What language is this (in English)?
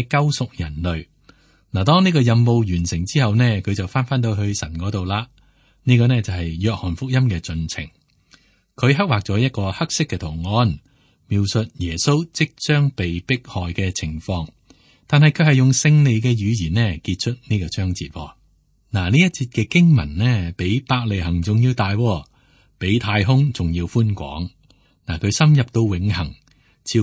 Cantonese